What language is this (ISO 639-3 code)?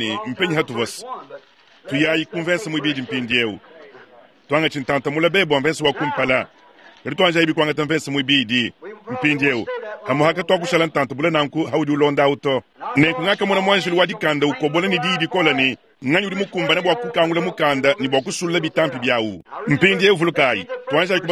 lua